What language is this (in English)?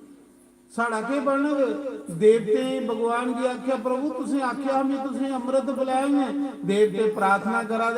Dogri